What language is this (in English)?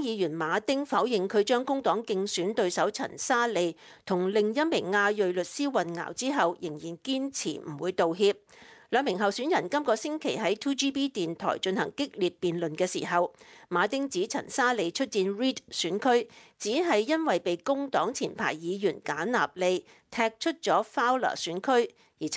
Cantonese